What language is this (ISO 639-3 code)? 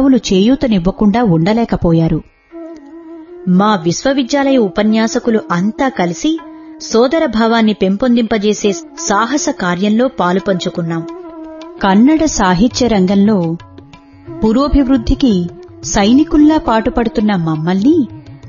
tel